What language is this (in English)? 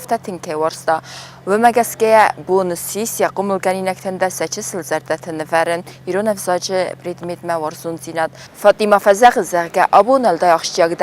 Ossetic